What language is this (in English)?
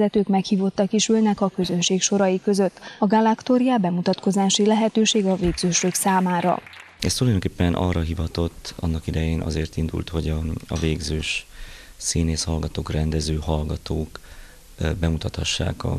Hungarian